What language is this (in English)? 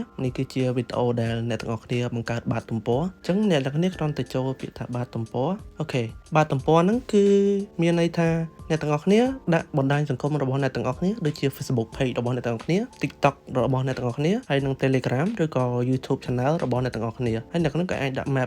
Khmer